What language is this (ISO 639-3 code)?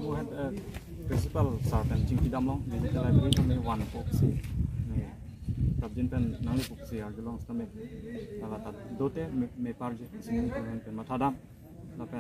mjw